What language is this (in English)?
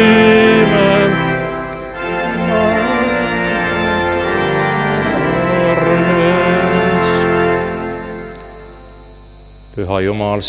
Estonian